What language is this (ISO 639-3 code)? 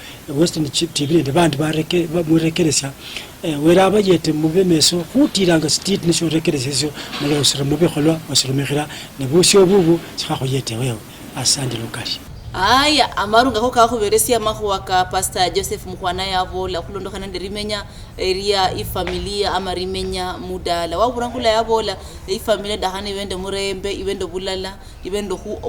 luy